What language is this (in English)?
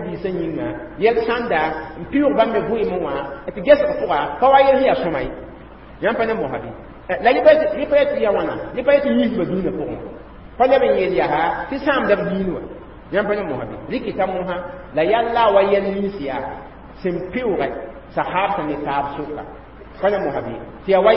Mossi